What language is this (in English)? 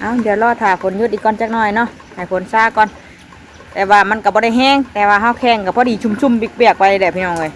Northeastern Thai